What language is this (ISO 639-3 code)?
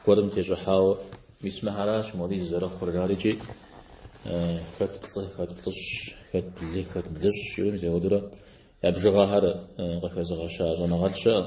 kbd